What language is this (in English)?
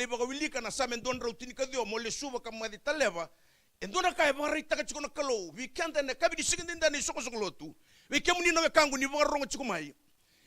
Fijian